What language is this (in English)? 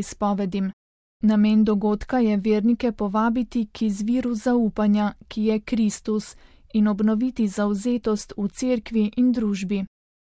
Slovenian